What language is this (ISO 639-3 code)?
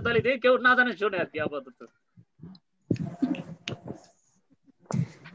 ben